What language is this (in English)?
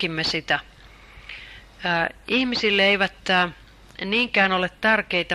Finnish